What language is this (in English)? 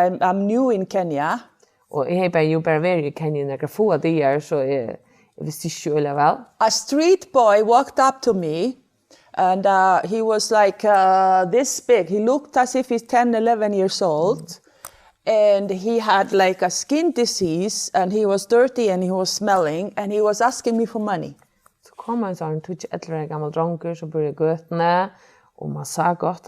Faroese